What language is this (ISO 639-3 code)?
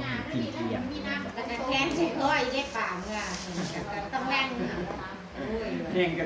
tts